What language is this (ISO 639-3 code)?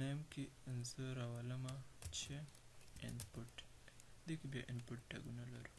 pus